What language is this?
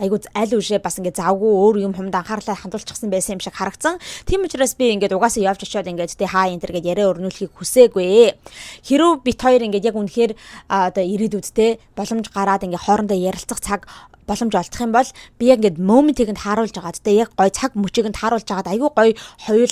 Mongolian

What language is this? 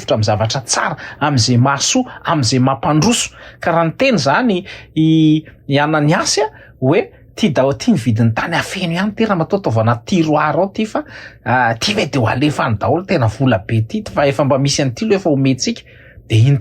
Malagasy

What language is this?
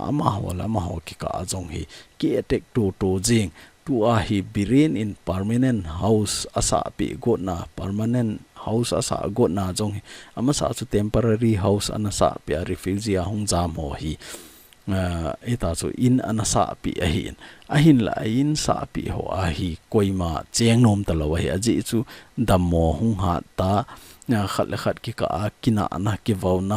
Thado Chin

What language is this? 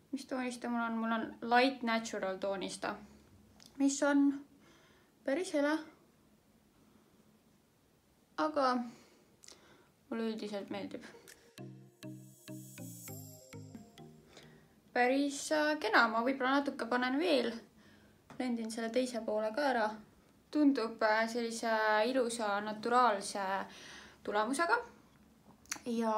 Estonian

